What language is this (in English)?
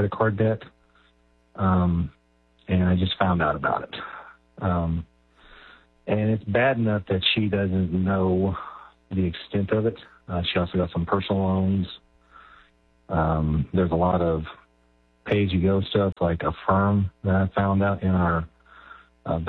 English